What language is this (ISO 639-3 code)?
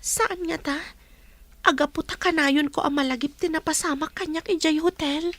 ilo